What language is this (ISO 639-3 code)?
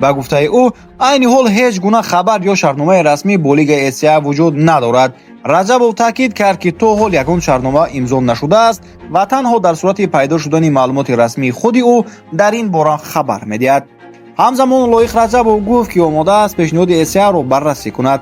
tgk